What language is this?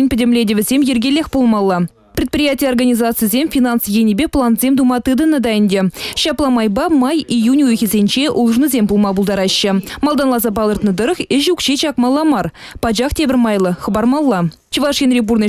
Chuvash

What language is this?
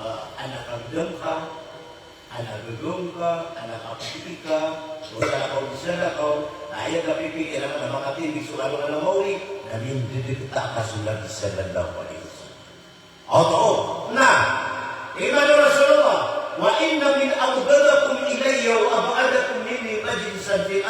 Maranao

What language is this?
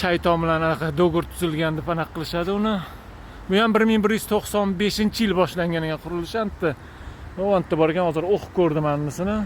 Uzbek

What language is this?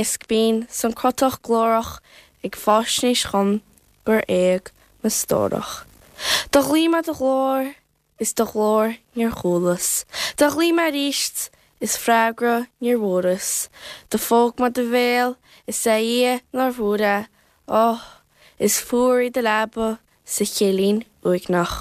Irish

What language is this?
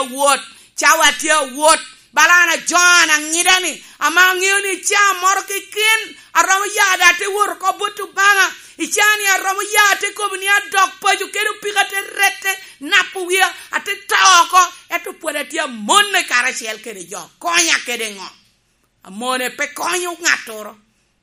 Lango (Uganda)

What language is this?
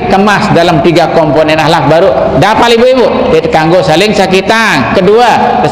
Sasak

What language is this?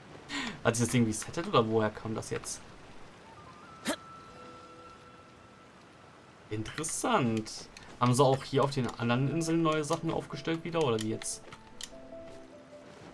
German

